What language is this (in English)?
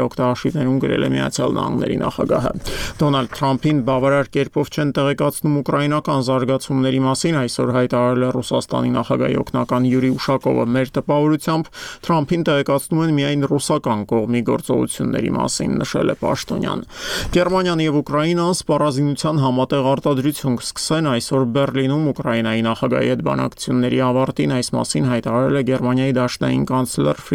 Armenian